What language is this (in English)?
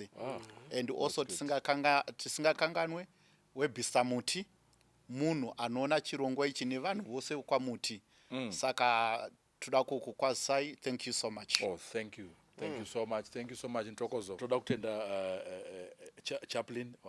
Shona